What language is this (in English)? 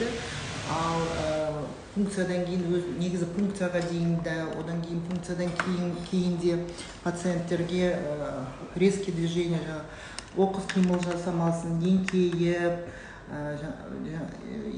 Kazakh